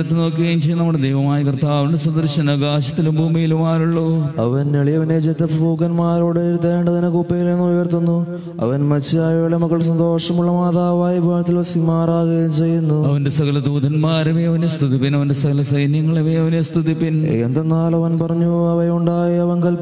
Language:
Malayalam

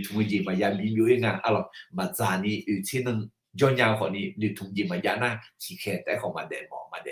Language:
Akha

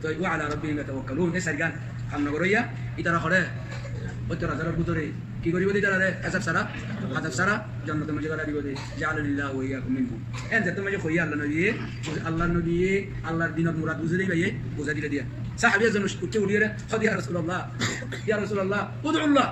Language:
Rohingya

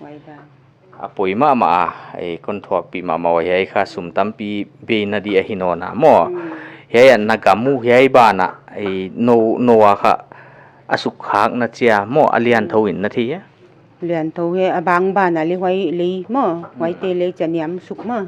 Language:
Paite Chin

